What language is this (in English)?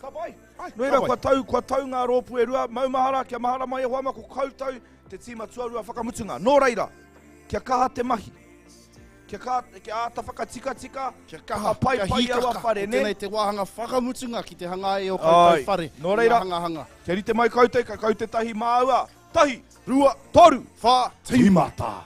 Māori